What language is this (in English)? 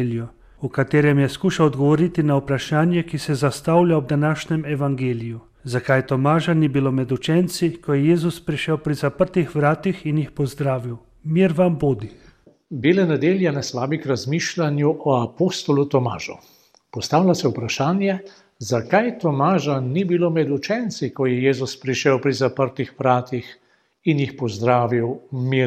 Slovenian